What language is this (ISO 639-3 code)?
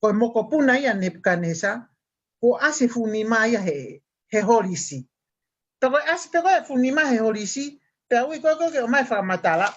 ton